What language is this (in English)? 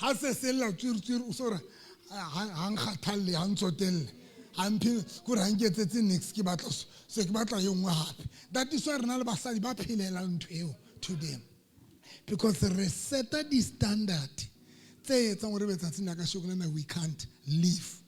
Southern Sotho